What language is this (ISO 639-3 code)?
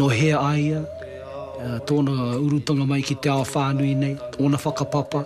mri